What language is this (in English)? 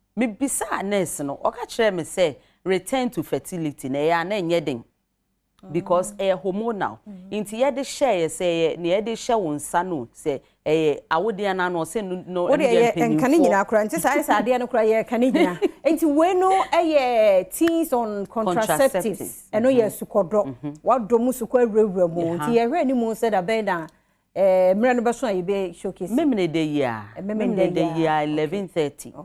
Akan